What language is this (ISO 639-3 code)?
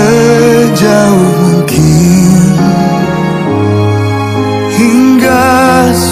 ind